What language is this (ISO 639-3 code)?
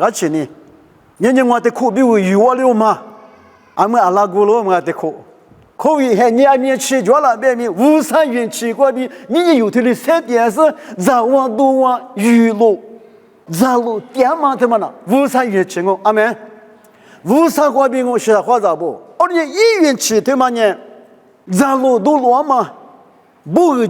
lis